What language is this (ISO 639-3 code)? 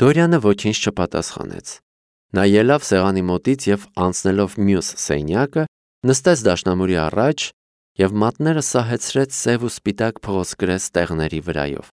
hye